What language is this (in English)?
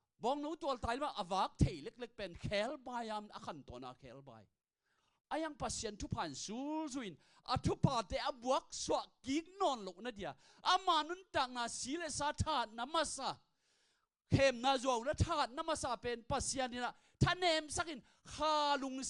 Tedim Chin